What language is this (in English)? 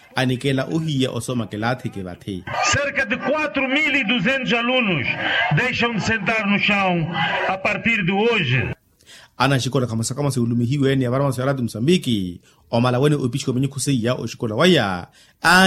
Makhuwa